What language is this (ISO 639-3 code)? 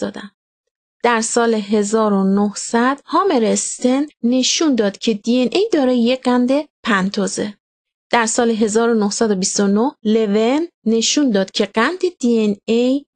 fas